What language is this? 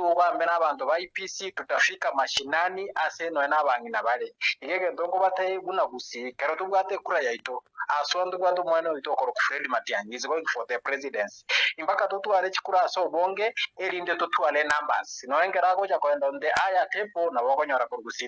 Gusii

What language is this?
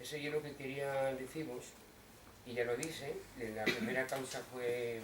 Asturian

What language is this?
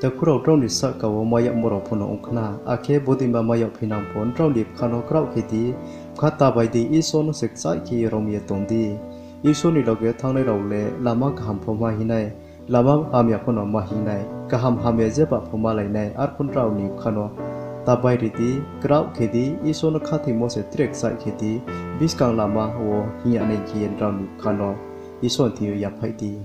Riang (India)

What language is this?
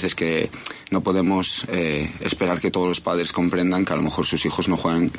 Spanish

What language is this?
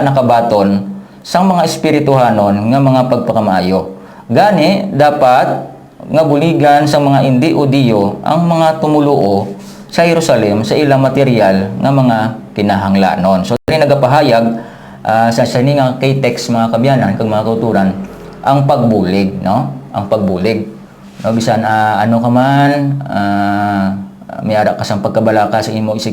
Hiligaynon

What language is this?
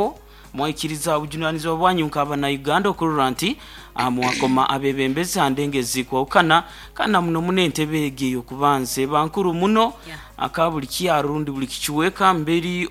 Nyoro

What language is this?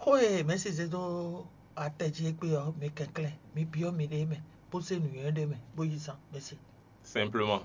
Fon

